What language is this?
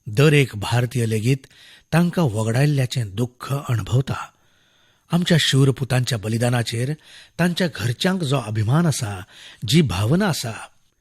Konkani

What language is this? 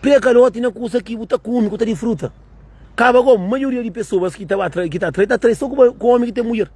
Kabuverdianu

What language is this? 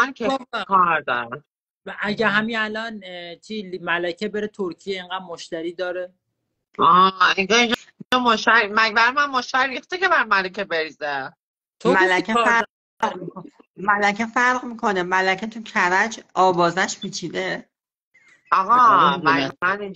Persian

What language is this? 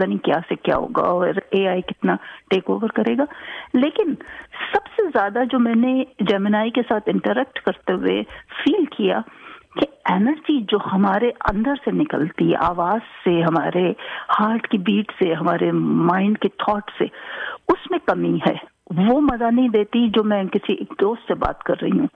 Urdu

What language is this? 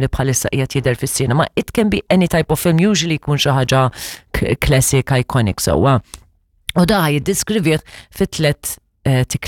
Maltese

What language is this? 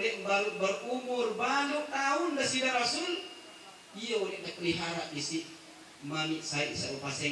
Sasak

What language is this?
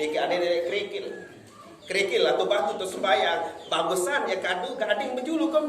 Sasak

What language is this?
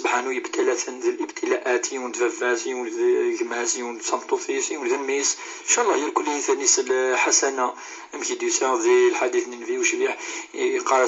Kabyle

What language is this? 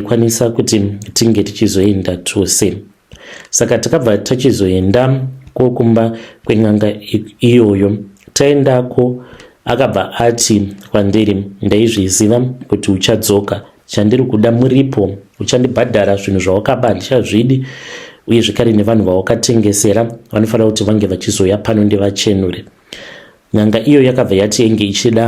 Shona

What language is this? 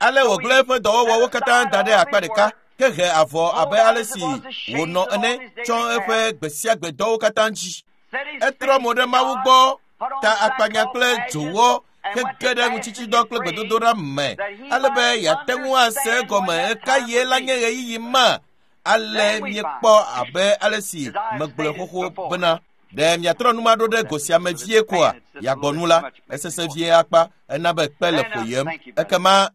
Ewe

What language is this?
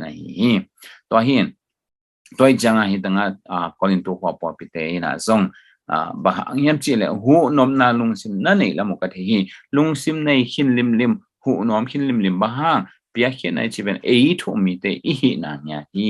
Tedim Chin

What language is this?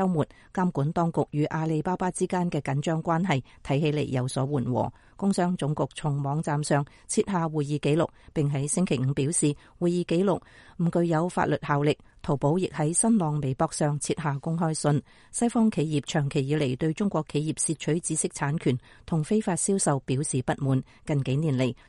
Cantonese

